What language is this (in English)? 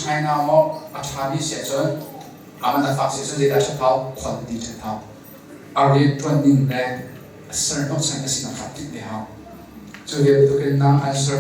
Hakha Chin